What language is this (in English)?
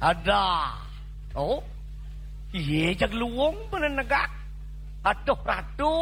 Balinese